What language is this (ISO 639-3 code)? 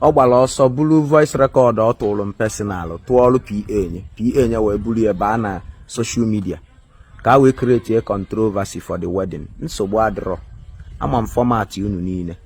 ibo